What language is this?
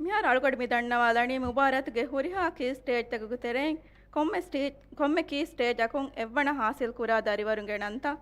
Divehi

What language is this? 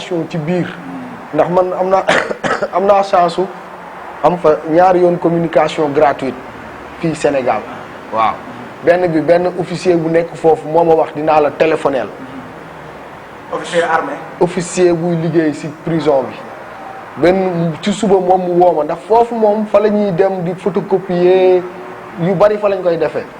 Wolof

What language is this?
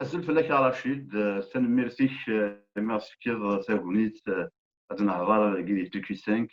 Kabyle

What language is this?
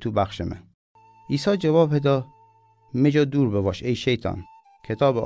Gilaki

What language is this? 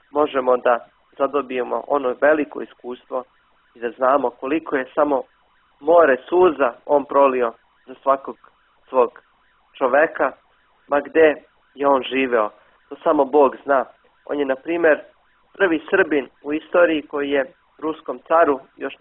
Serbian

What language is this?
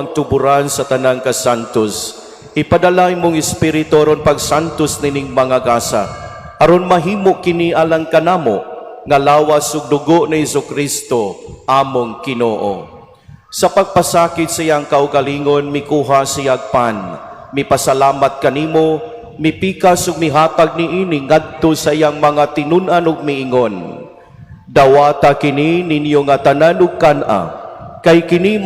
Cebuano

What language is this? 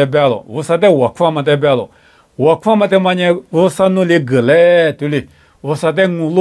Lisu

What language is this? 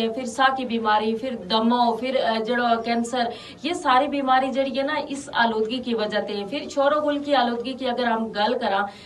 Gujari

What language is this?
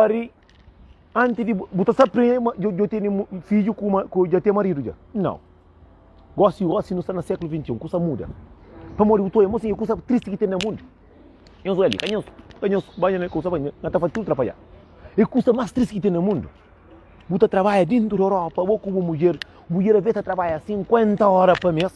Kabuverdianu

